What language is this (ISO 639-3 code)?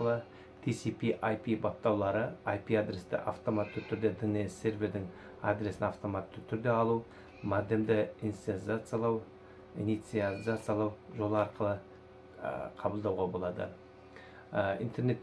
kaz